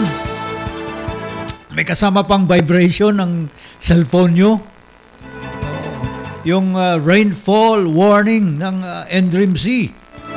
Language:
Filipino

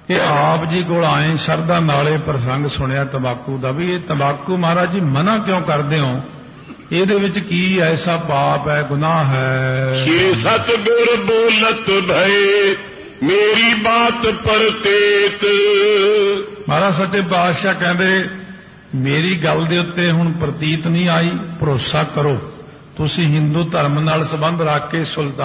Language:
Punjabi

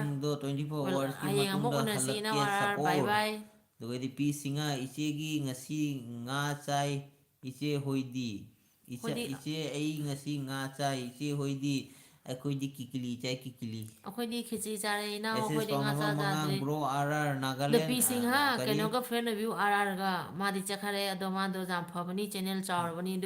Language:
Manipuri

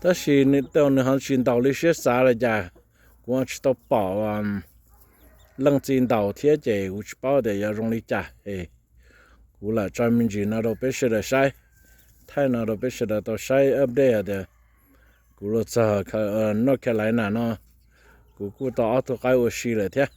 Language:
Hmong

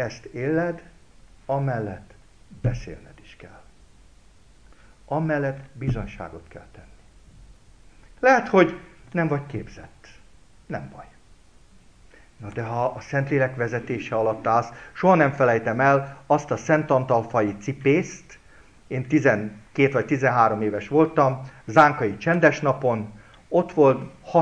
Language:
Hungarian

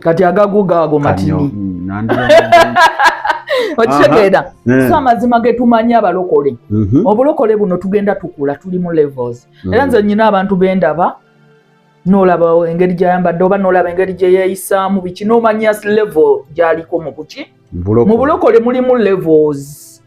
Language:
Ganda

